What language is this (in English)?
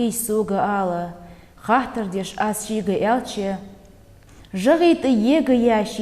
Ingush